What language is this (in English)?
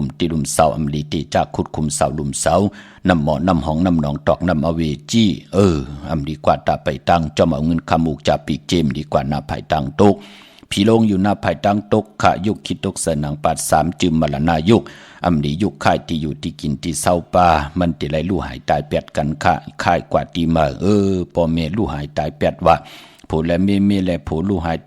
Shan